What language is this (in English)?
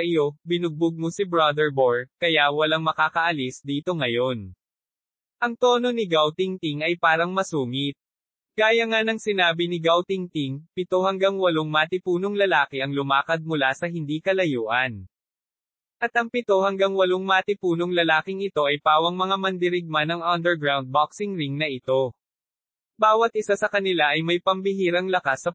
Filipino